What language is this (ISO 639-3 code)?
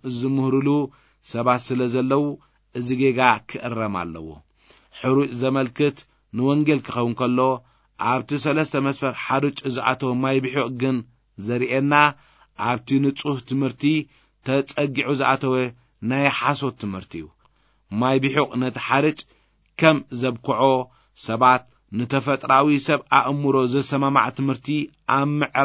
tir